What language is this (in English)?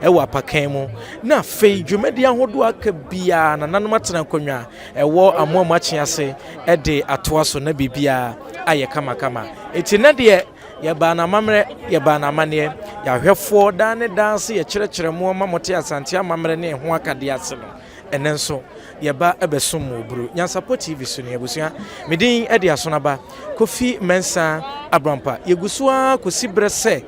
Akan